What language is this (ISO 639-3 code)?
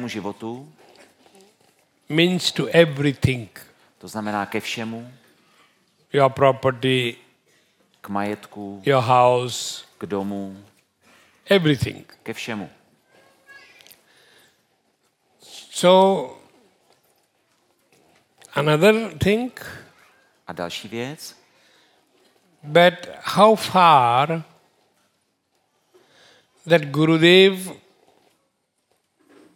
ces